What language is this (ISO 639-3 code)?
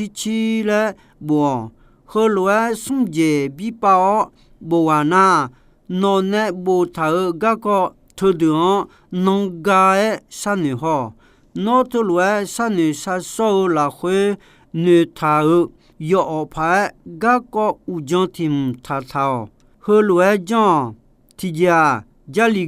ahk